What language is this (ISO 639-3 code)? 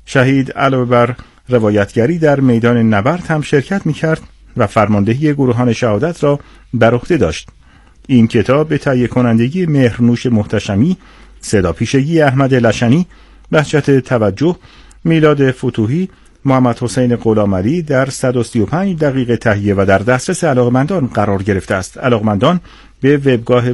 fas